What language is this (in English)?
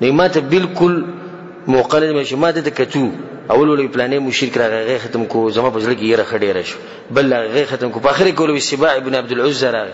Pashto